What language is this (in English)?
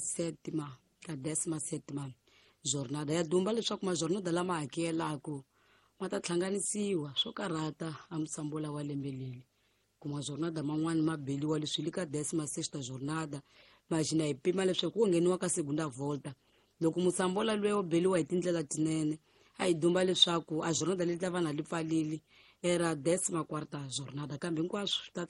Tsonga